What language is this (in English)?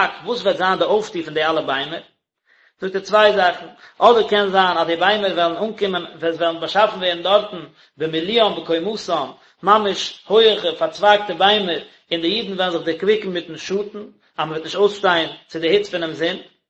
Yiddish